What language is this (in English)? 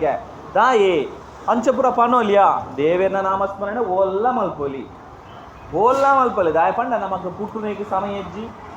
Tulu